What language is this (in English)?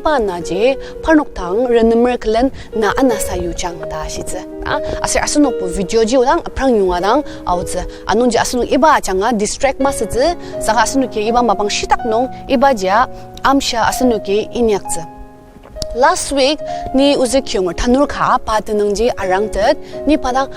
Ao Naga